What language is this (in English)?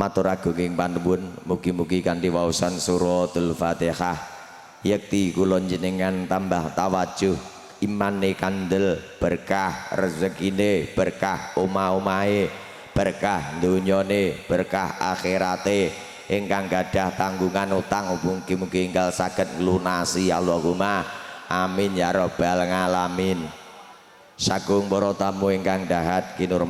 Javanese